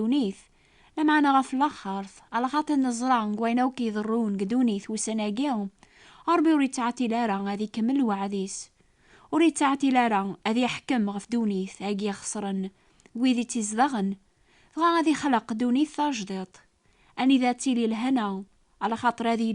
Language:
Kabyle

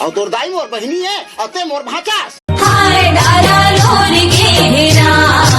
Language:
Chhattisgarhi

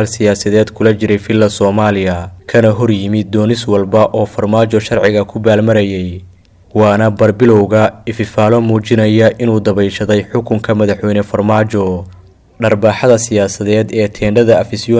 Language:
Somali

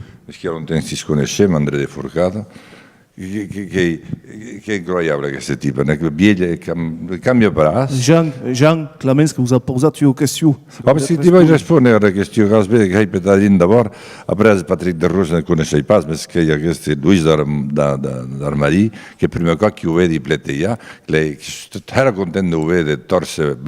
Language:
Occitan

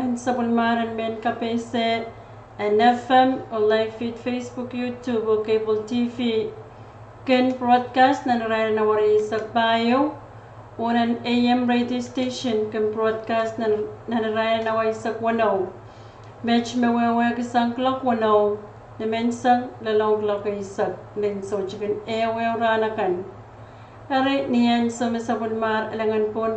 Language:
Pohnpeian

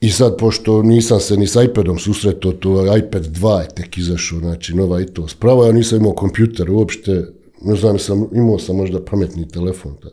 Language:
Bosnian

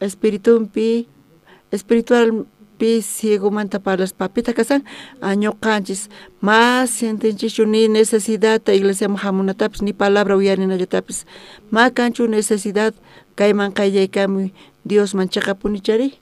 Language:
South Bolivian Quechua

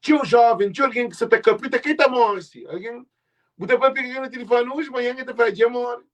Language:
Kabuverdianu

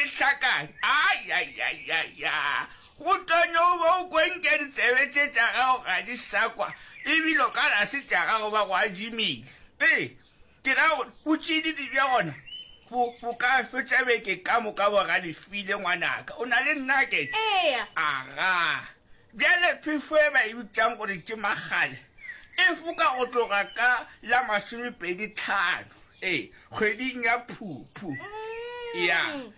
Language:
Northern Sotho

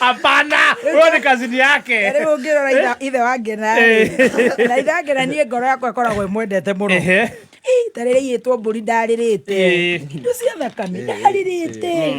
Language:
Kikuyu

